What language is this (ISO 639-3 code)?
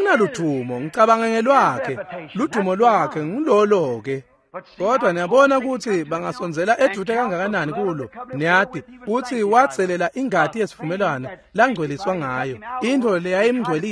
ssw